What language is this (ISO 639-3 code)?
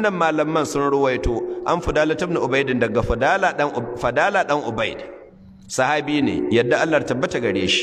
hau